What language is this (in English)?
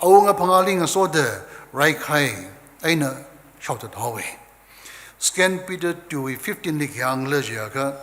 Tangkhul Naga (India)